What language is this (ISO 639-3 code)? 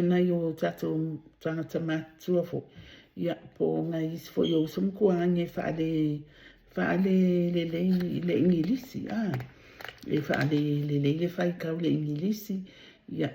smo